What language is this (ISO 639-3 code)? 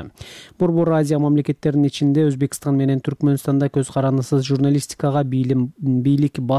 kir